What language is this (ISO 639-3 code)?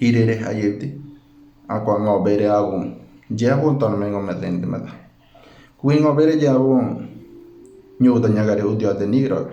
gym